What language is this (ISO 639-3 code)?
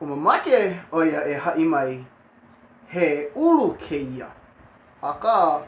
haw